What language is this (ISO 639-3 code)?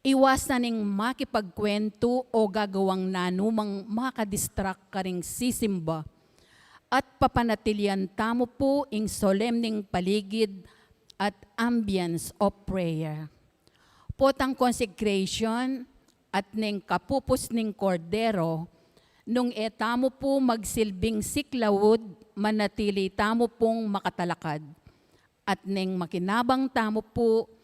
pam